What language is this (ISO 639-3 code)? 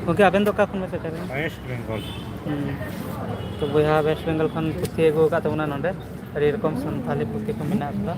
sat